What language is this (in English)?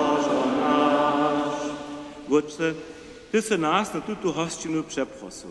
Upper Sorbian